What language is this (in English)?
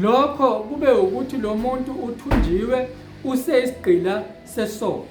Zulu